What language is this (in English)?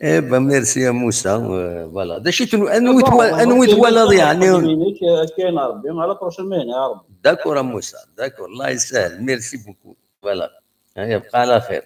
Kabyle